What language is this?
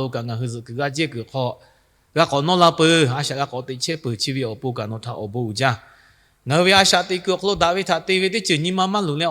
Lahu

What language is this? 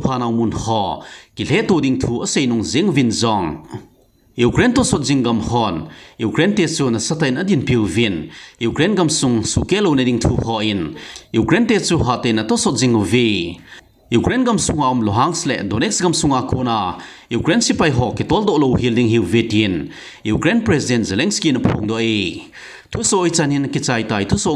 Thado Chin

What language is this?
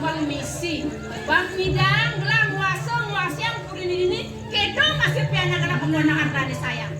Balinese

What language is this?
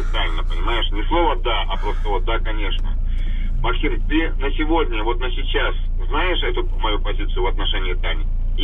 Russian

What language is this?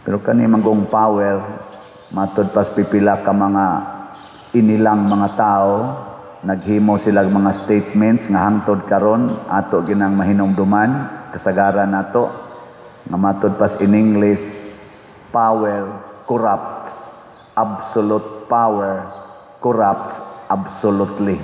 Cebuano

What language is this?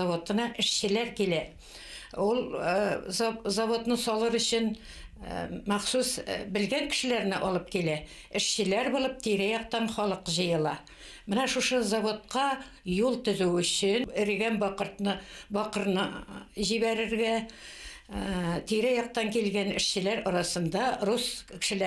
Bashkir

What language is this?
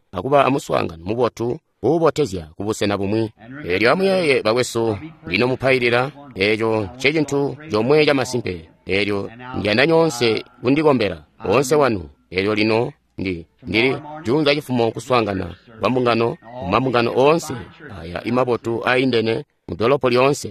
Tonga (Zambia)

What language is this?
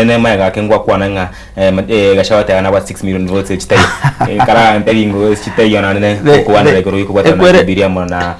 Gusii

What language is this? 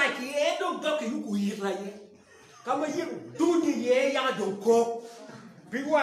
Acoli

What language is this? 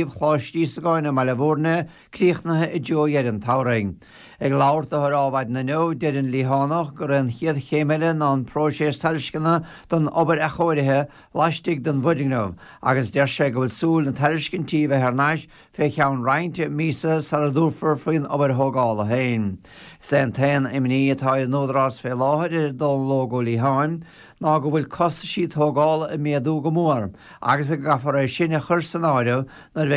Irish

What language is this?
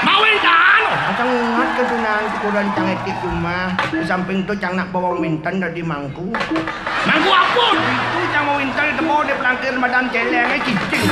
Balinese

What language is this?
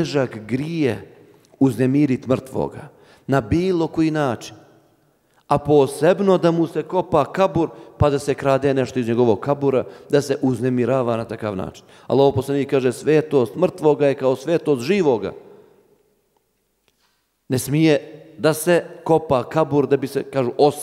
Bosnian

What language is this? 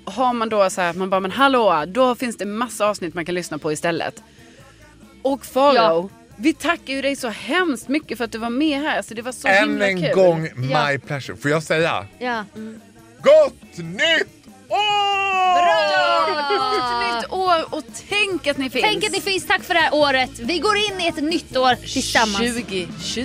Swedish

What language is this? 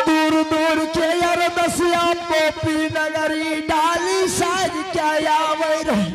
Angika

